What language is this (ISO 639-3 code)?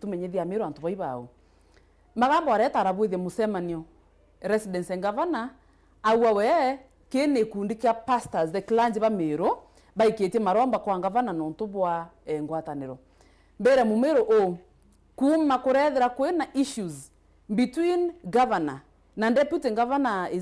mer